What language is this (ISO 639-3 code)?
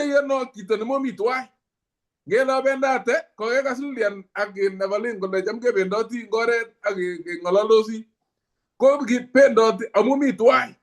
kln